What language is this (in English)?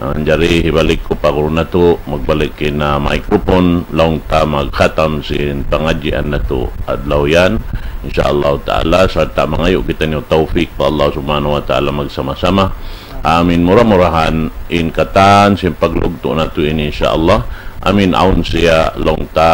Tausug